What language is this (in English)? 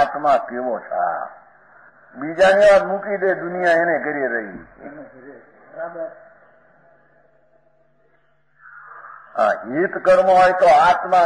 Gujarati